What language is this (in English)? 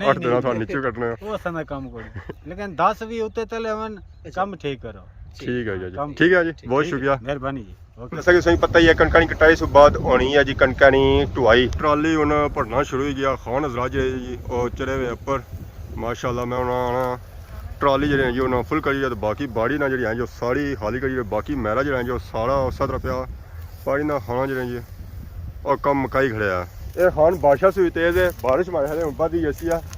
Pahari-Potwari